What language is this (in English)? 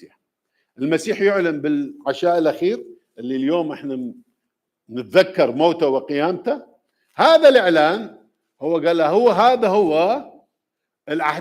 Mesopotamian Arabic